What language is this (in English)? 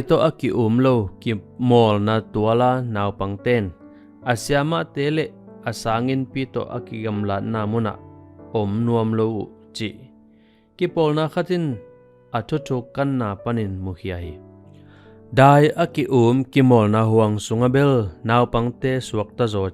Tedim Chin